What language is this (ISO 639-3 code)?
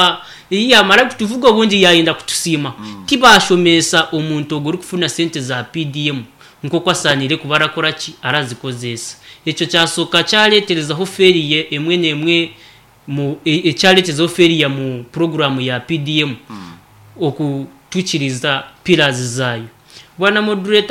nyn